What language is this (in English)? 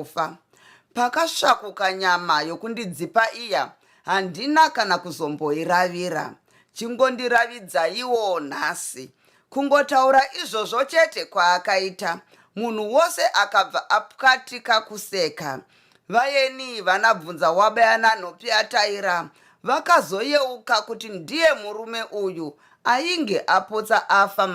Shona